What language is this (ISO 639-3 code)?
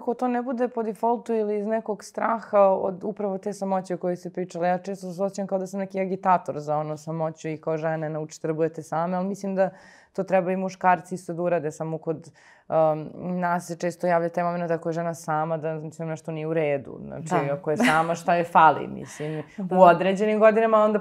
srp